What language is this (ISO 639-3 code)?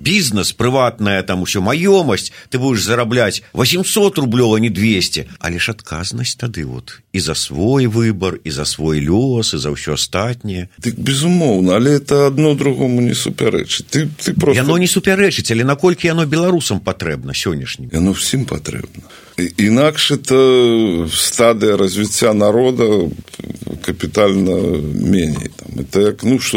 bel